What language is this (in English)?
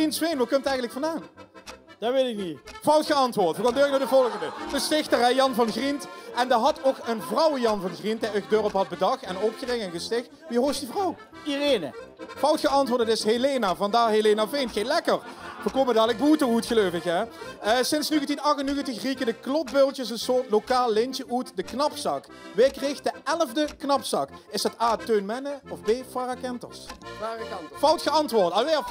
Limburgish